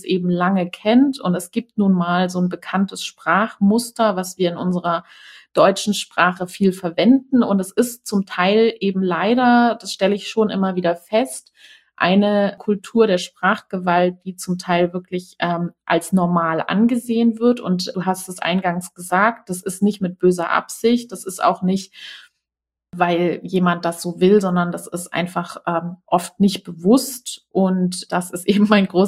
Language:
German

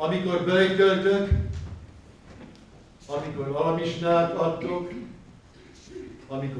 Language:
Hungarian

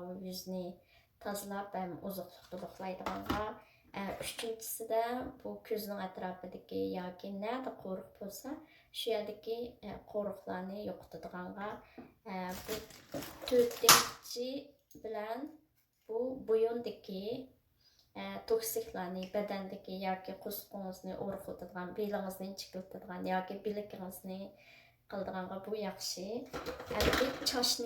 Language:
Uyghur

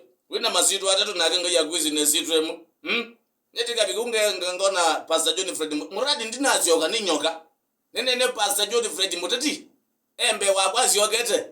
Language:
Kamba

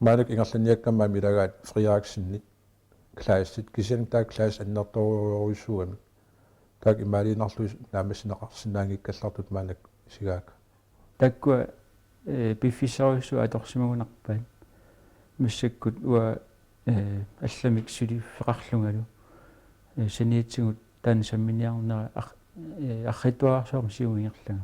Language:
Kalaallisut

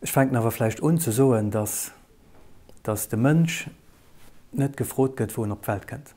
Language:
Luxembourgish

